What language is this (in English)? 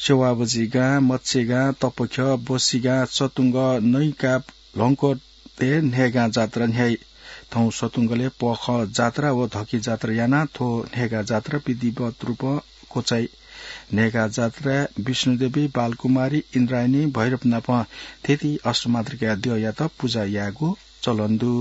Newari